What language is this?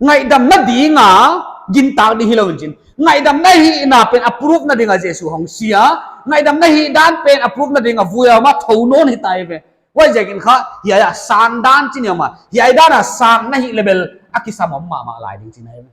Paite Chin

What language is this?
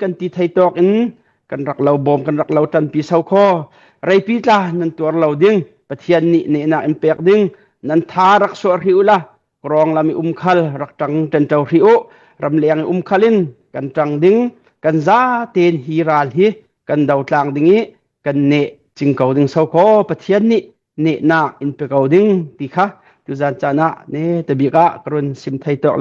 Hakha Chin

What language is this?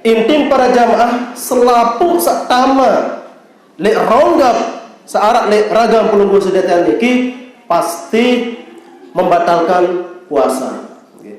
Sasak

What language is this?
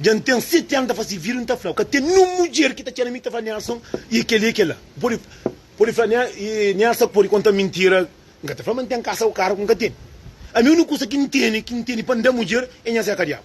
Kabuverdianu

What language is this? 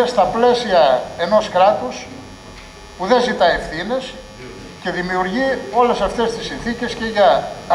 Greek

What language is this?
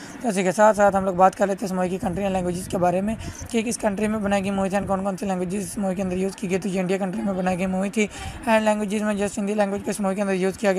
Hindi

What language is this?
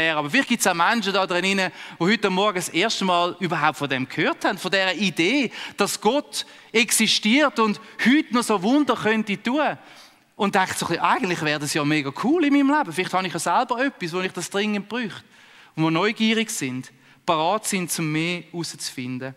Swiss German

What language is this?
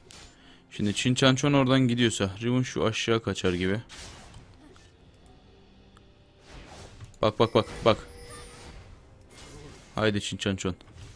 Turkish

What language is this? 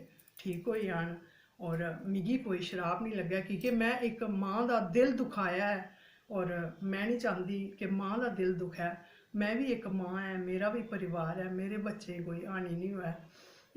Dogri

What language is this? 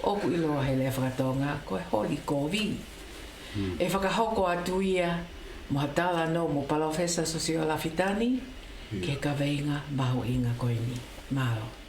Tongan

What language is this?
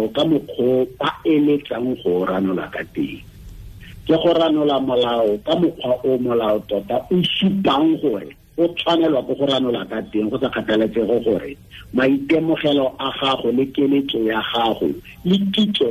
Tswana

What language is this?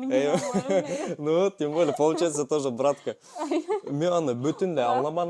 Bashkir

